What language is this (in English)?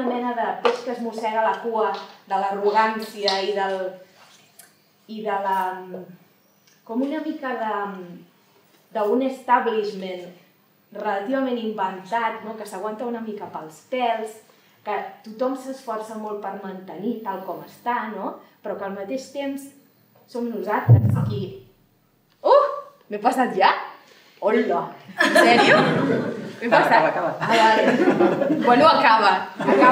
Catalan